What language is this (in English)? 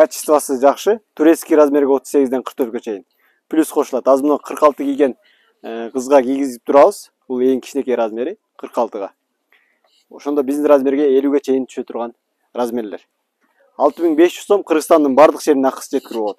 Kyrgyz